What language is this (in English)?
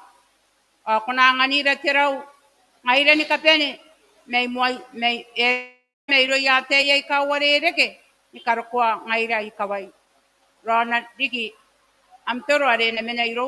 Gilbertese